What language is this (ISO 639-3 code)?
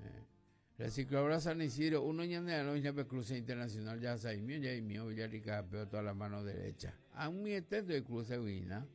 grn